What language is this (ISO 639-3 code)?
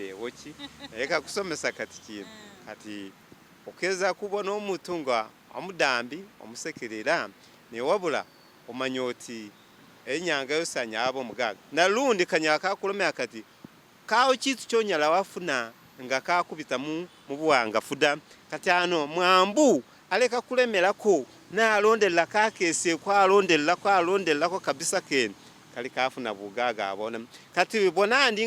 myx